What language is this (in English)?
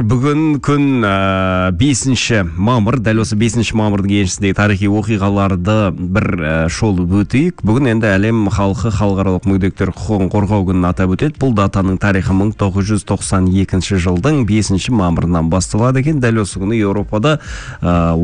Kazakh